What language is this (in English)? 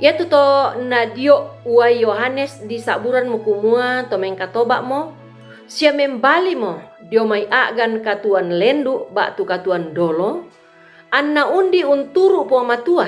Toraja-Sa'dan